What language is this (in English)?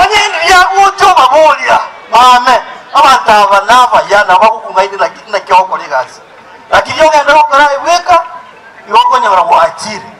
Gusii